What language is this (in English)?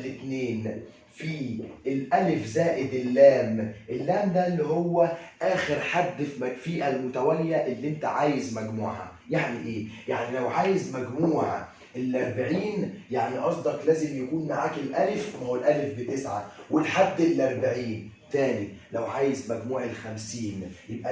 Egyptian Arabic